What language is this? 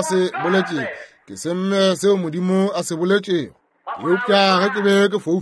Northern Sotho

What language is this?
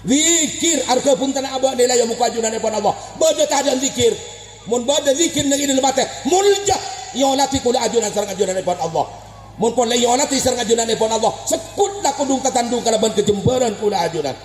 Madurese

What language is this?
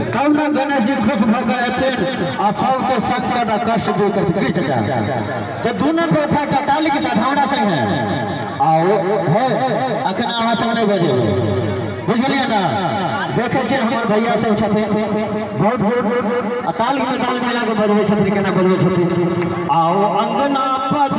Maithili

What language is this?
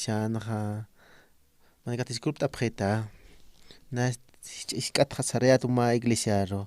Aymara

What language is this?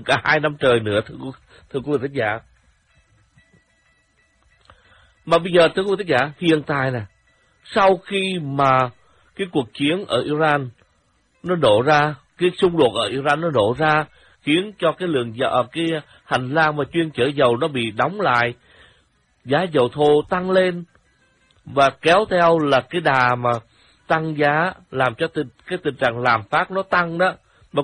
Vietnamese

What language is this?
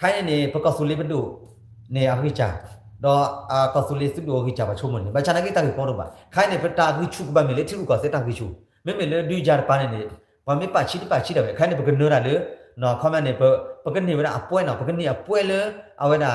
S'gaw Karen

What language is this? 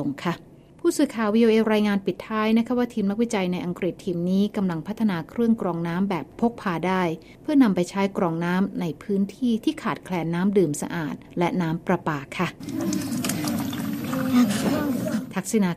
Thai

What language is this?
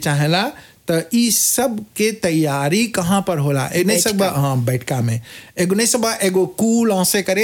Bhojpuri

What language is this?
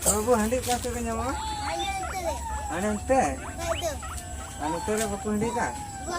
Santali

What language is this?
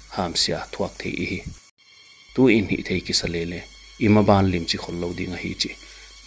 Paite Chin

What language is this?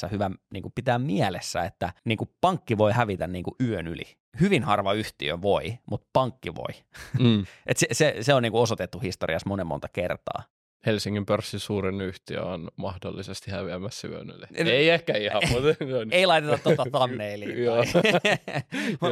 Finnish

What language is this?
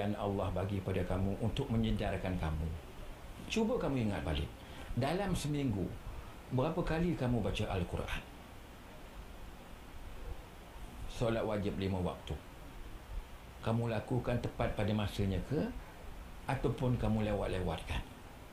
Malay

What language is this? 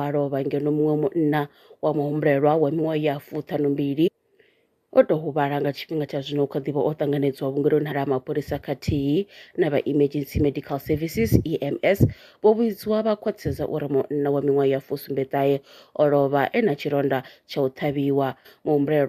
Venda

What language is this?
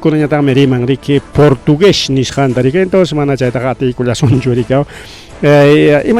Ayacucho Quechua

